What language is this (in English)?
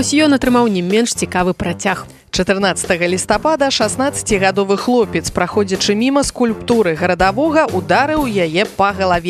Belarusian